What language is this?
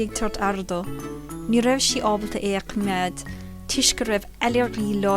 Irish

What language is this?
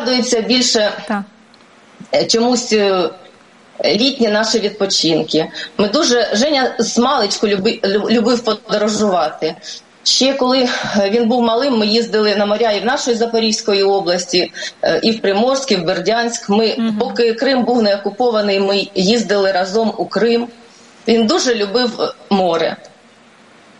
Ukrainian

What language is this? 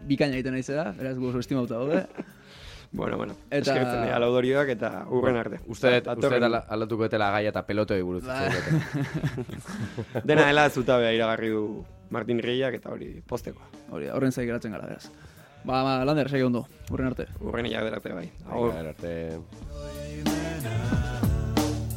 Basque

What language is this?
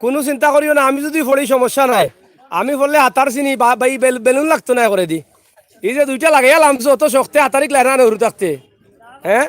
Sylheti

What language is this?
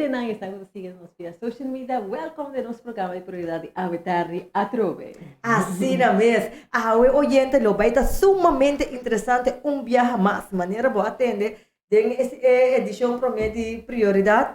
Papiamento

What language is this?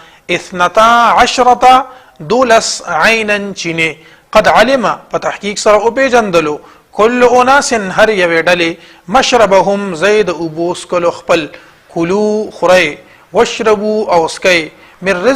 Pashto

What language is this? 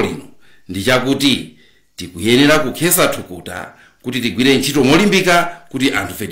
Nyanja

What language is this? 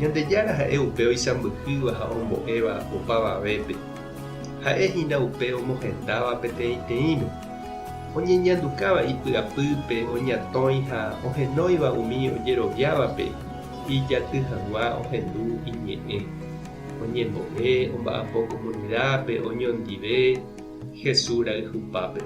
Guarani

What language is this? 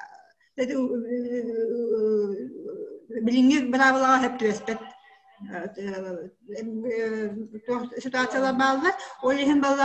Yakut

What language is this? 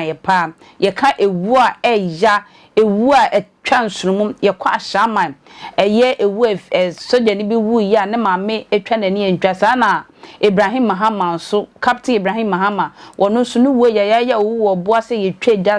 Akan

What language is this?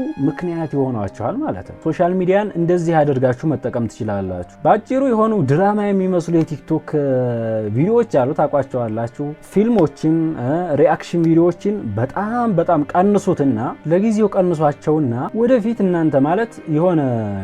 Amharic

